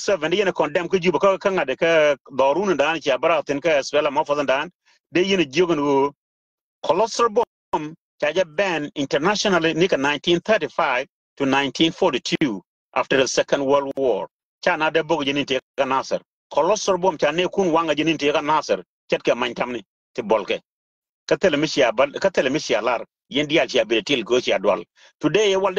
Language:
Nuer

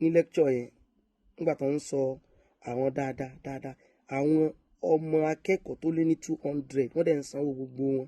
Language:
Yoruba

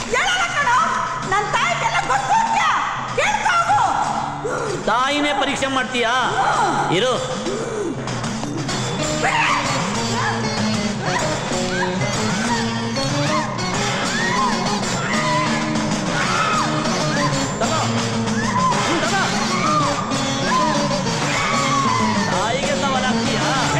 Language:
Kannada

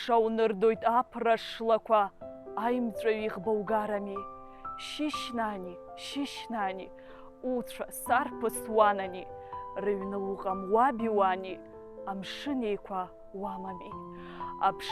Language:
Abkhazian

